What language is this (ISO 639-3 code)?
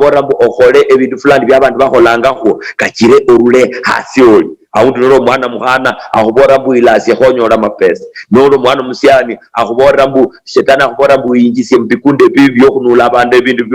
luy